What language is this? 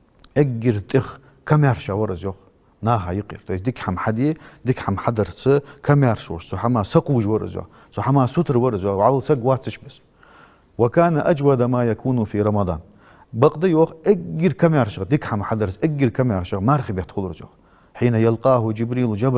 Ingush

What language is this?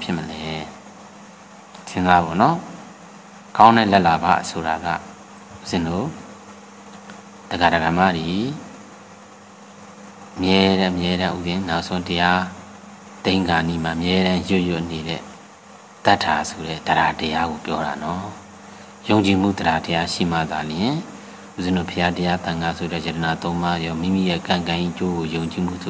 Burmese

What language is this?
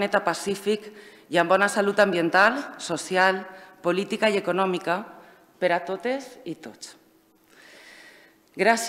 Catalan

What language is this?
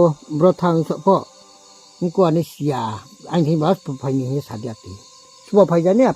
Riang (India)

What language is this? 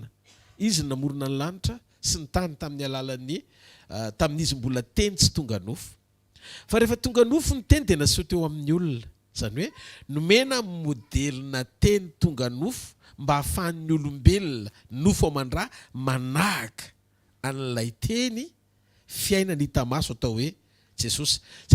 Malagasy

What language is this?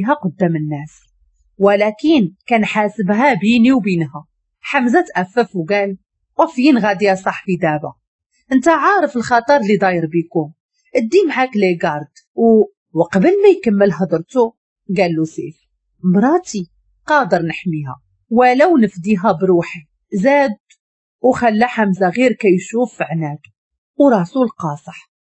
Moroccan Arabic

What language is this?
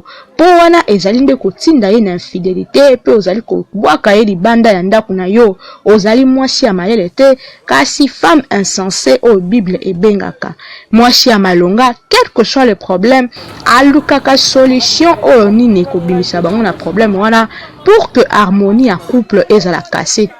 Lingala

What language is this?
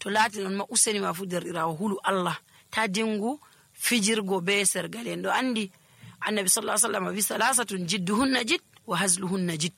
Nigerian Fulfulde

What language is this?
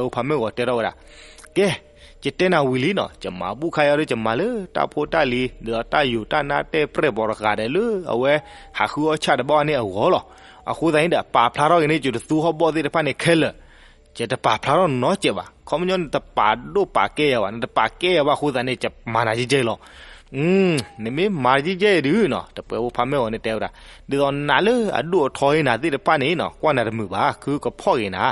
S'gaw Karen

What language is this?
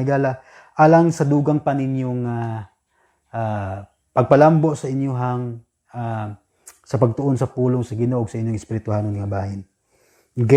Cebuano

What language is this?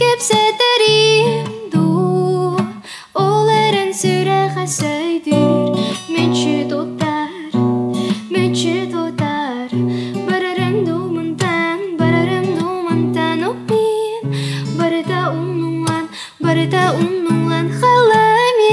Yakut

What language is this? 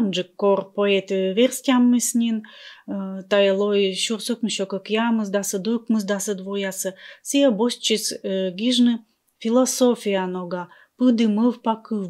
Komi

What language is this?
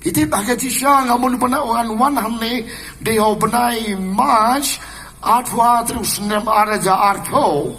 Khasi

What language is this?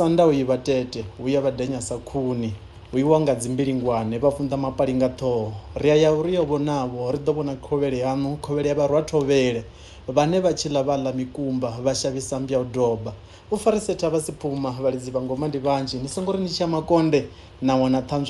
Venda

